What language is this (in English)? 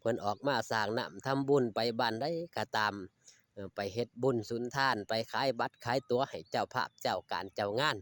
Northeastern Thai